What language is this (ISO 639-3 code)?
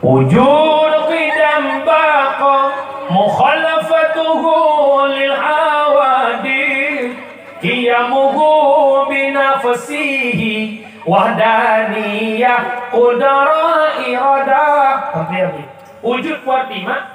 ace